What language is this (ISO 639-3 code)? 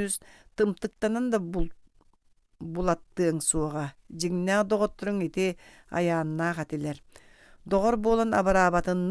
sah